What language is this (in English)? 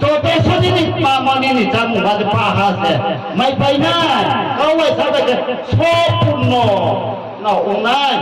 Riang (India)